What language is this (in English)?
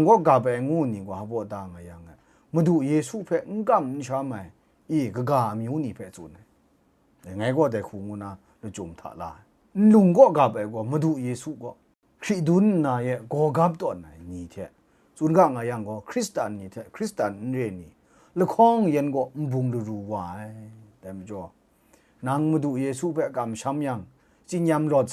Kachin